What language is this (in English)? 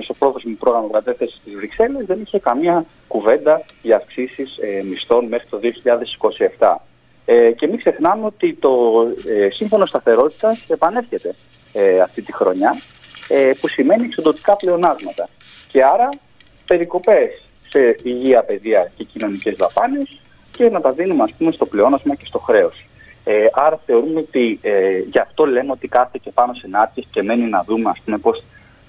Greek